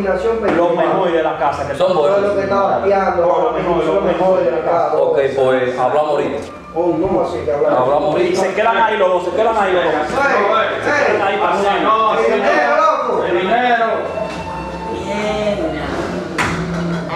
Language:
Spanish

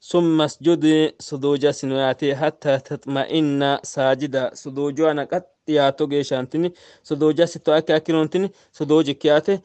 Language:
Sidamo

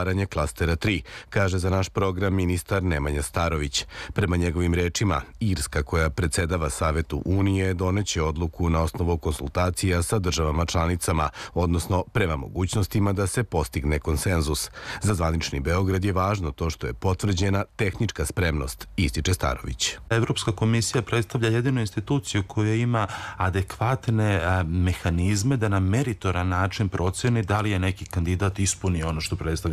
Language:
Serbian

